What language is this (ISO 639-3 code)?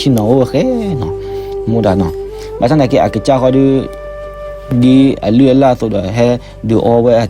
ksw